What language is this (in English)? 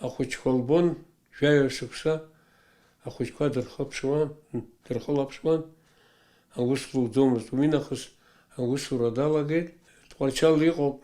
Abkhazian